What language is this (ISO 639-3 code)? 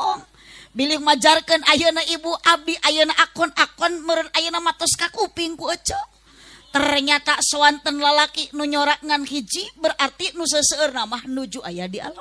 sun